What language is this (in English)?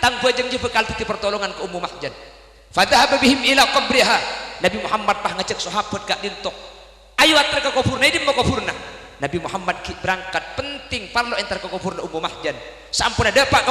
Madurese